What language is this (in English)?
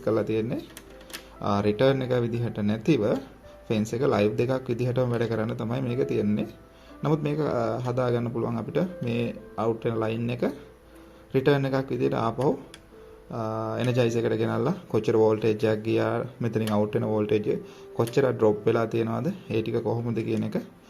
Sinhala